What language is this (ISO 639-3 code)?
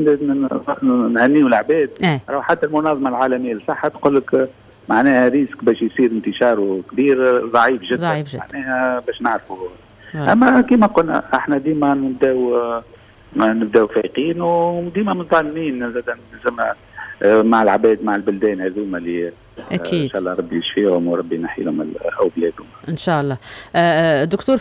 aeb